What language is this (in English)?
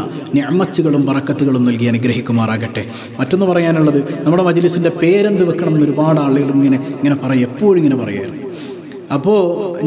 Malayalam